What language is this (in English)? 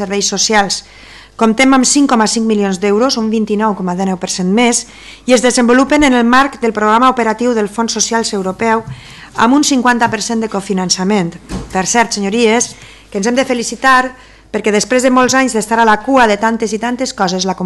Catalan